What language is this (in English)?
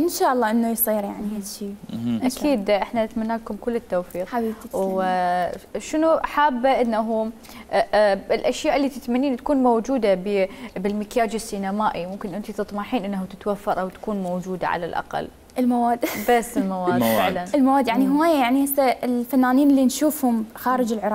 Mesopotamian Arabic